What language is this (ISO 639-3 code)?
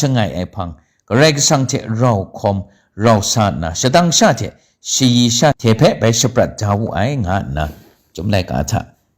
kac